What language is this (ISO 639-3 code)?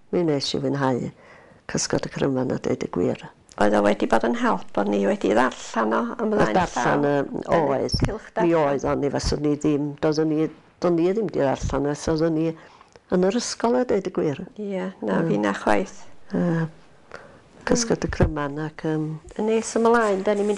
cym